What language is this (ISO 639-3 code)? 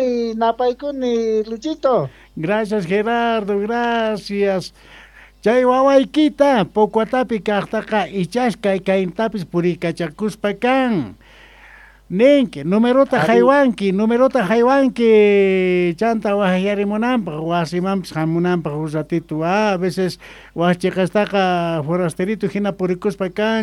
que